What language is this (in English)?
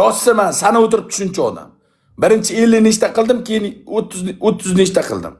Uzbek